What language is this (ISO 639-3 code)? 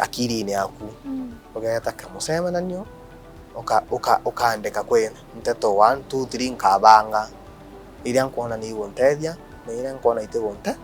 mer